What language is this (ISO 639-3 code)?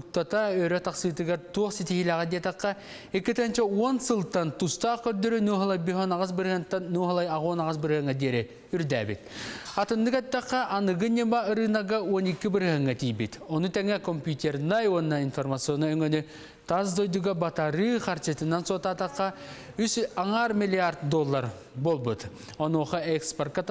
sah